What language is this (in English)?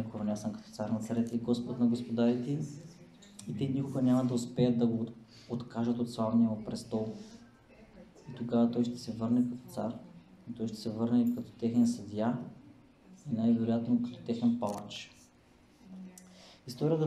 Bulgarian